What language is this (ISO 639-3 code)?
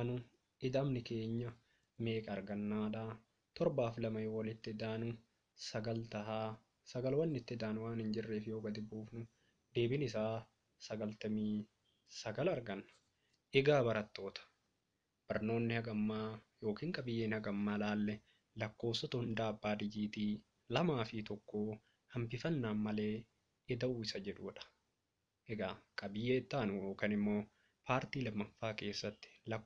orm